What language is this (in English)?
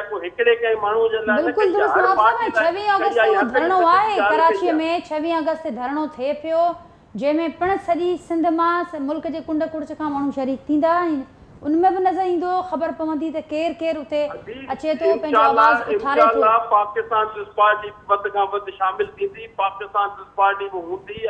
Sindhi